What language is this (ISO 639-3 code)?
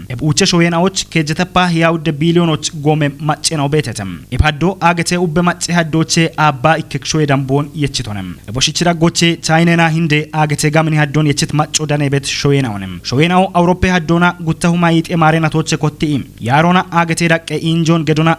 kbr